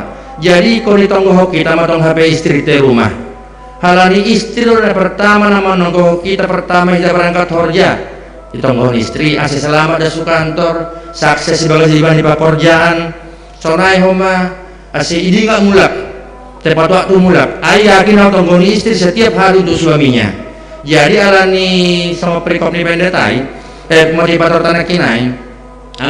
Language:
Batak Simalungun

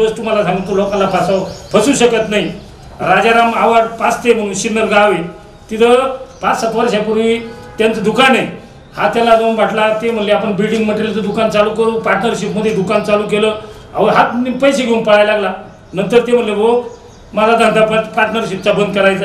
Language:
Marathi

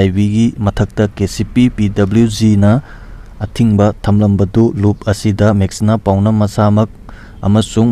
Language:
Manipuri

